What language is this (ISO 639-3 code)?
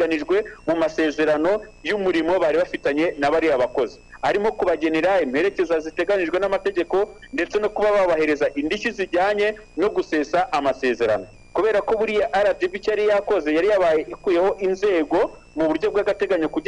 kin